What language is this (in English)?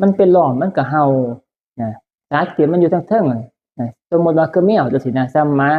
Northeastern Thai